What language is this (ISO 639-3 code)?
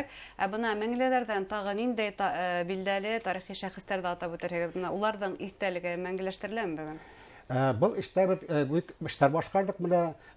bak